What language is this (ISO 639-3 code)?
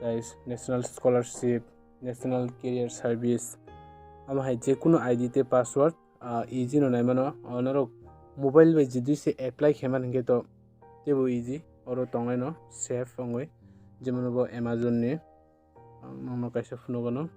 trp